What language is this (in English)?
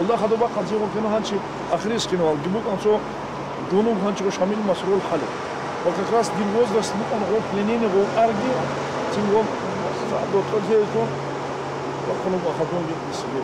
Avaric